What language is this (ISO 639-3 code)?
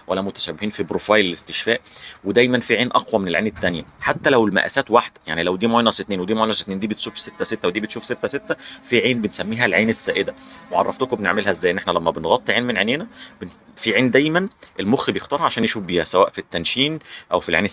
arz